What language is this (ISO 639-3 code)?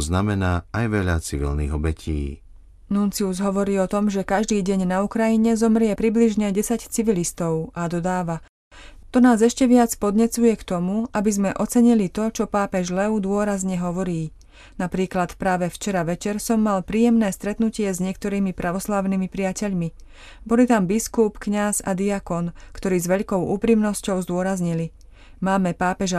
slk